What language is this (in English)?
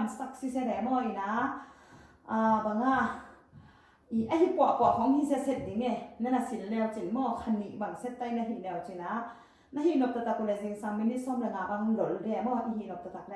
Tedim Chin